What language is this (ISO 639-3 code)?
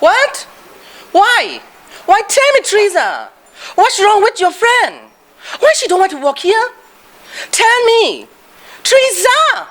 kac